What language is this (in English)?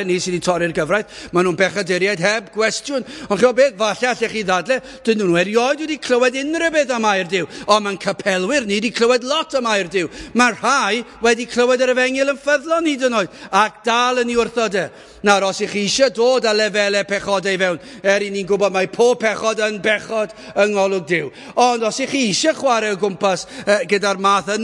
Welsh